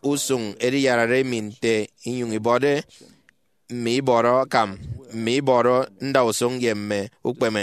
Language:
Efik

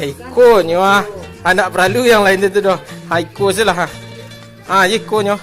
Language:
Minangkabau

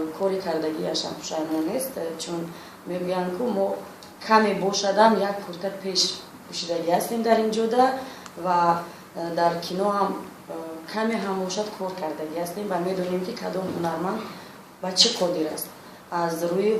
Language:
Tajik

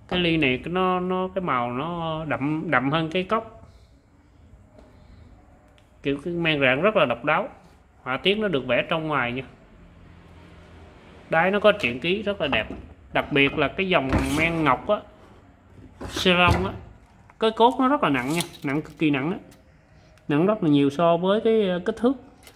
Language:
Vietnamese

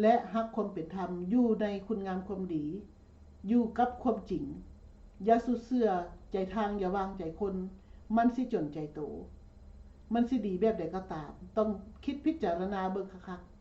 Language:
Lao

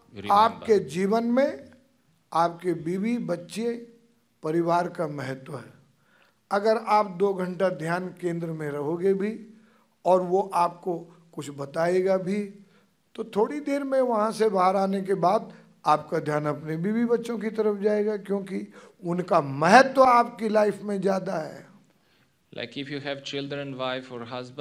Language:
Hindi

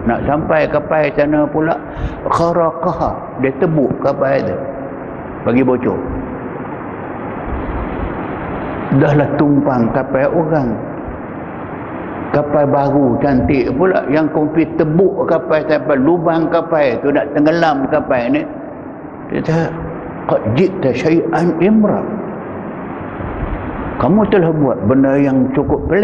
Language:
Malay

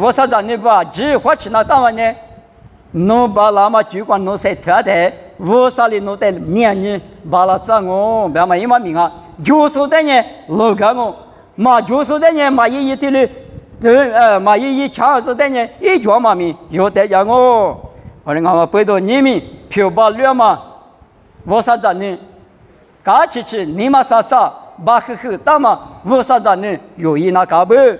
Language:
Lisu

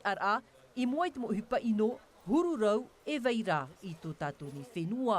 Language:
Tahitian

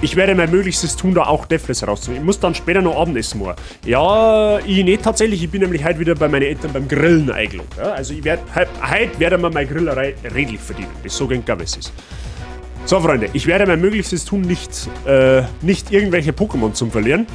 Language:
Bavarian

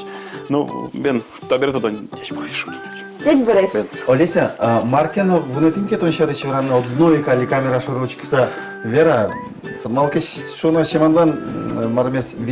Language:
Udmurt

